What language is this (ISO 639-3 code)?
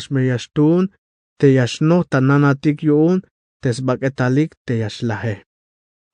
tzh